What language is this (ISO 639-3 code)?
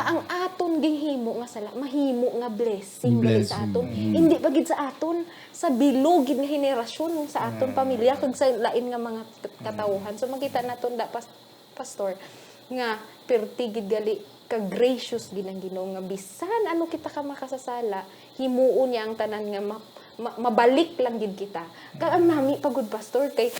hil